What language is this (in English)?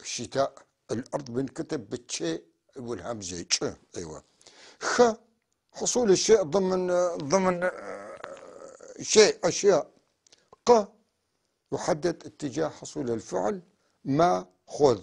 North Levantine Arabic